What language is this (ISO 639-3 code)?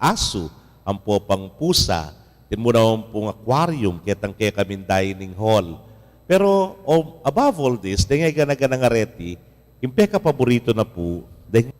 pam